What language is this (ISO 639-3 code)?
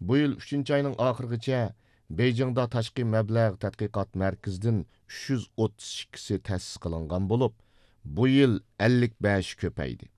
uig